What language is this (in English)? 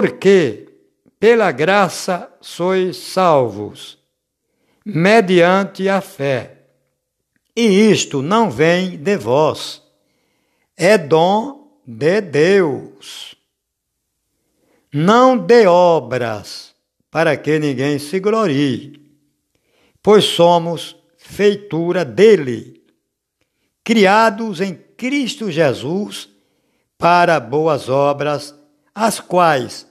Portuguese